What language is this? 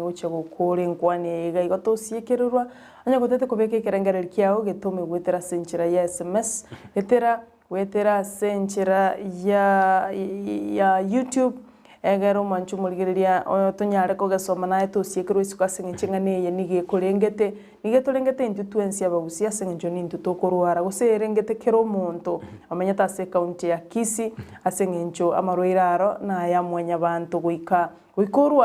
Gusii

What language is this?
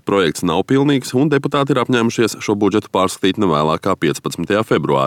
Latvian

